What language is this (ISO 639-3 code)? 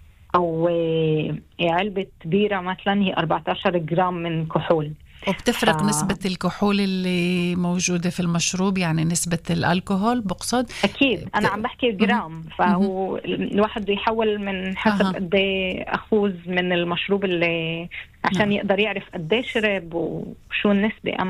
apc